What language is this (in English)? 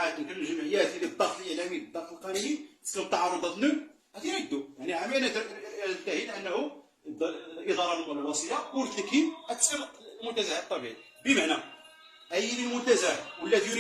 Moroccan Arabic